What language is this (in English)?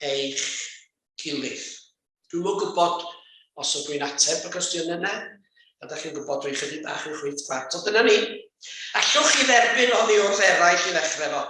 Welsh